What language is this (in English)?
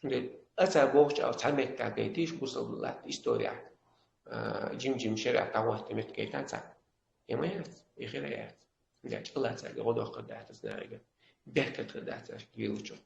Chechen